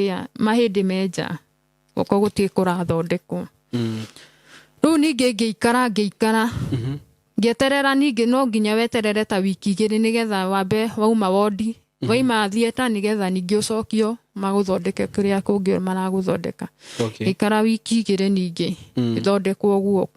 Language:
Kikuyu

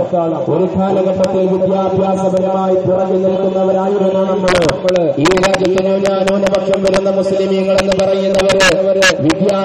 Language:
Malayalam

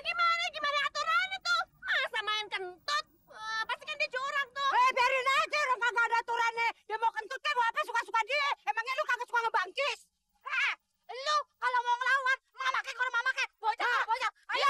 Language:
Betawi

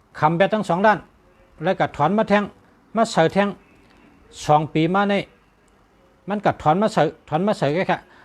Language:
Shan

